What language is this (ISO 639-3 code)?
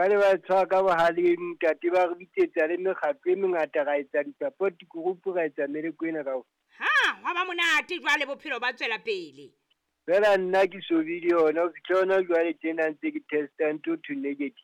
sot